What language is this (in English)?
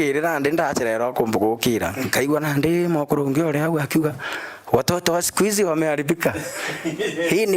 Meru